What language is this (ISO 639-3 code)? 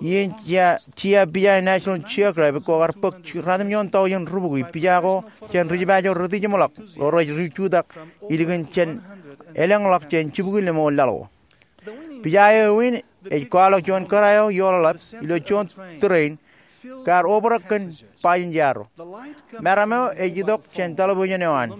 mah